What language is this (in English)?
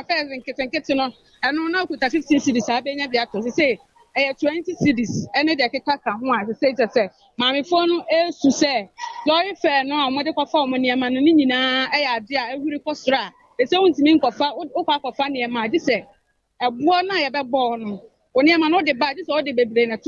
Akan